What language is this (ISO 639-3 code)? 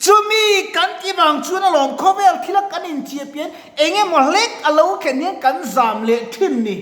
lus